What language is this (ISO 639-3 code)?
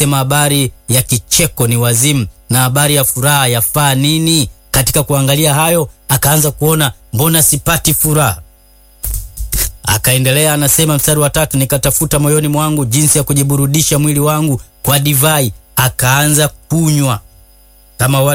swa